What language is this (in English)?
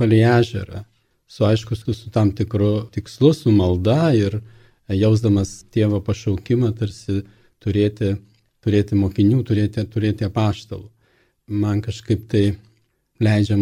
Lithuanian